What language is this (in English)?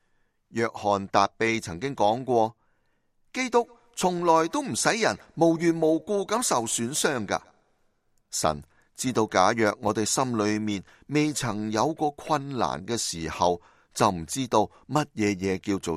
Cantonese